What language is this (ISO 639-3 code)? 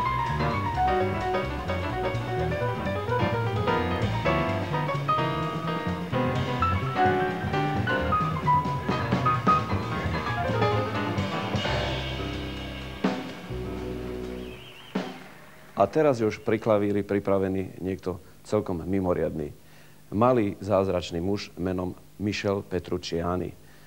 slk